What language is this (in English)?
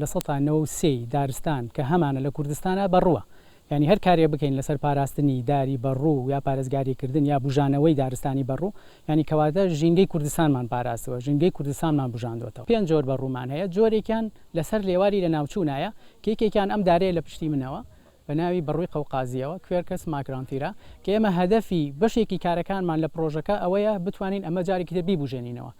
Central Kurdish